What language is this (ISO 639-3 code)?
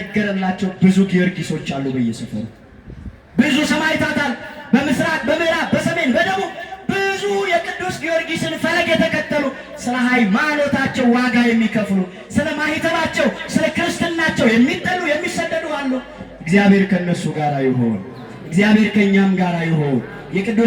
amh